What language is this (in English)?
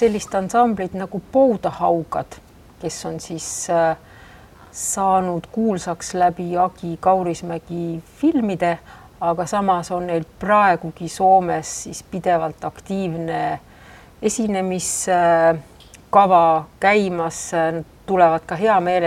Estonian